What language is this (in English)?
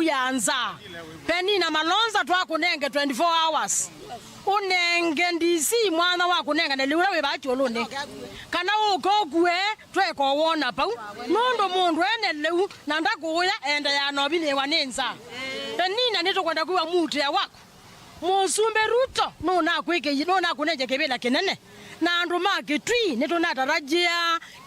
Kamba